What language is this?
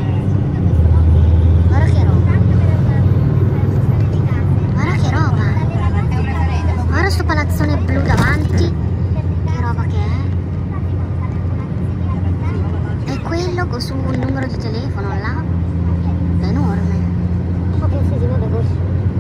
Italian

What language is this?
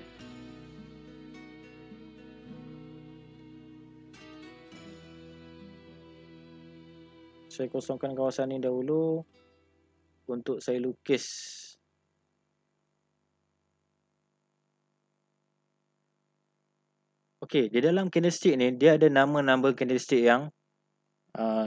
Malay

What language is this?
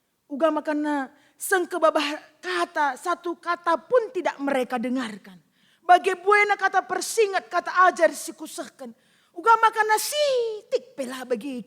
Batak Karo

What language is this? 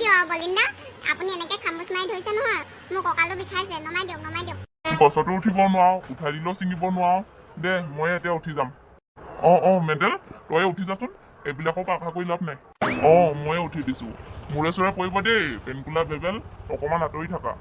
Assamese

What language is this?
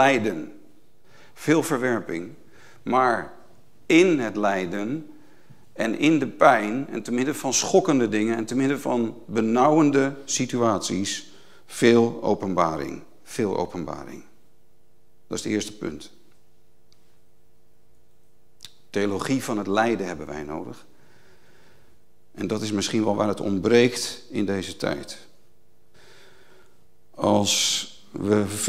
Dutch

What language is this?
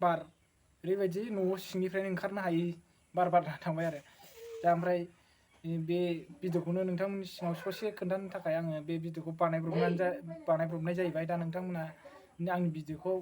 Bodo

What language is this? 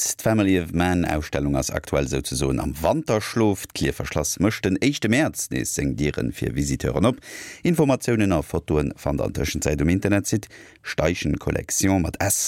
Luxembourgish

